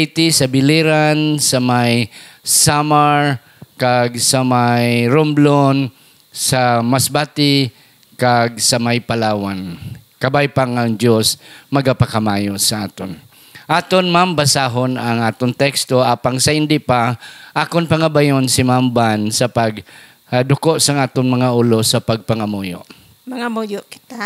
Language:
Hiligaynon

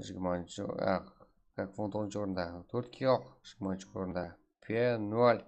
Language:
Kara-Kalpak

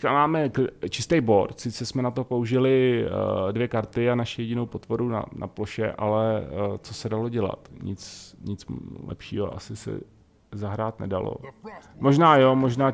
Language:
Czech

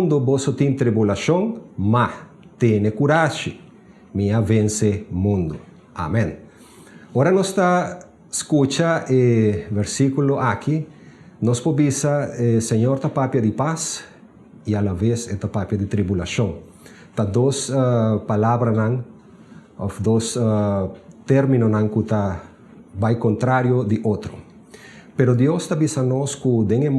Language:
Papiamento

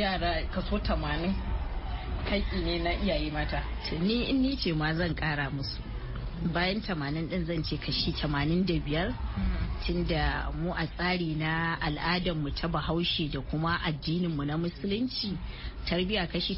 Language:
Hausa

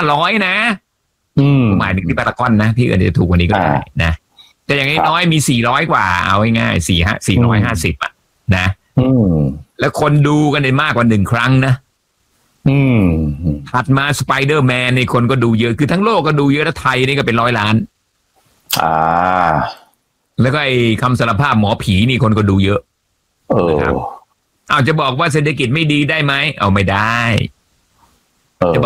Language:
Thai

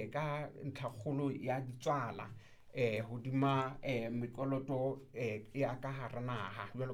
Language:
Southern Sotho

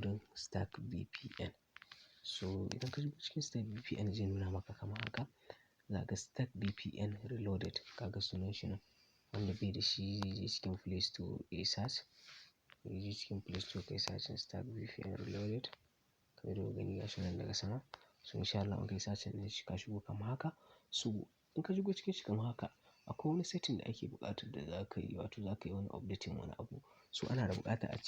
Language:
Hausa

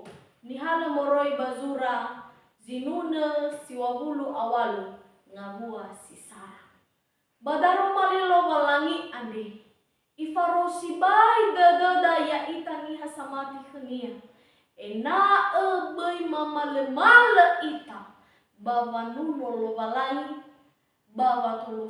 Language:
Nias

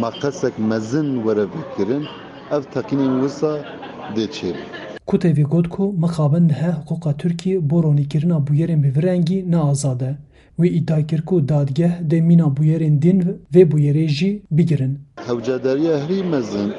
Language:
Kurdish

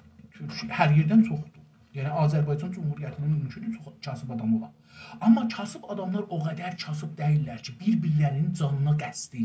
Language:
South Azerbaijani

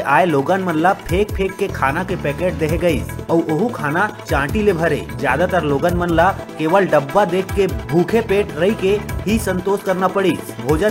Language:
Chhattisgarhi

